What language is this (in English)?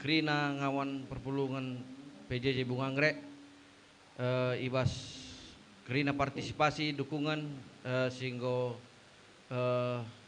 Batak Karo